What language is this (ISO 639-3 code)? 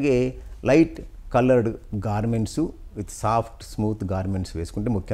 tel